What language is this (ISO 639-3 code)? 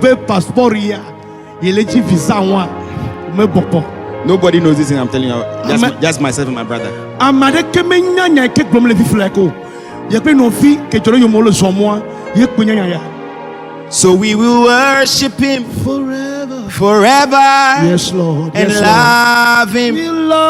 ewe